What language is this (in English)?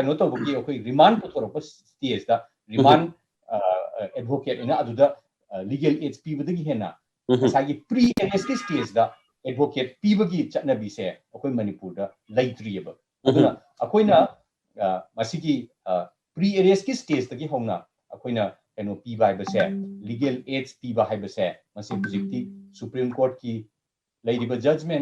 Manipuri